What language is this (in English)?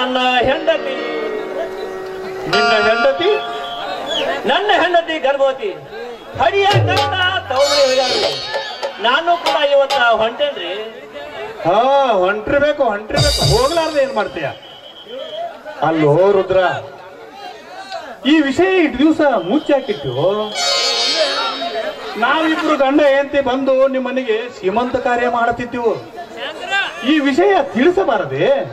Kannada